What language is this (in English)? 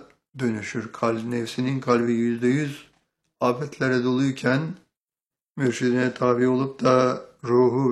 Turkish